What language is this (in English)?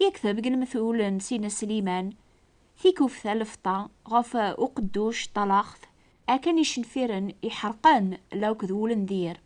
Kabyle